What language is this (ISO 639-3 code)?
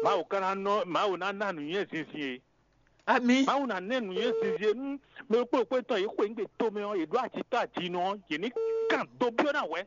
fon